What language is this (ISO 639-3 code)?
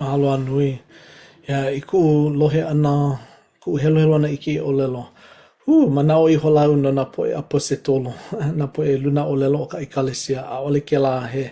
haw